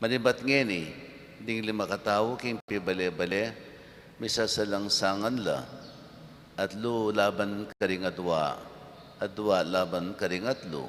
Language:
Pampanga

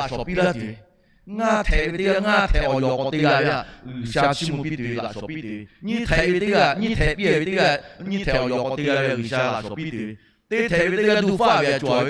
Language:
Lahu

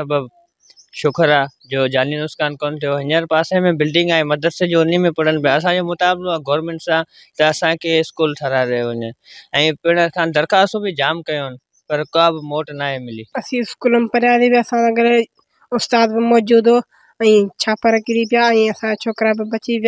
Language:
Sindhi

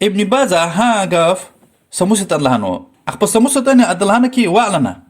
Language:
Lezghian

